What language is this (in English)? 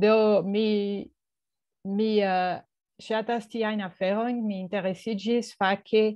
Esperanto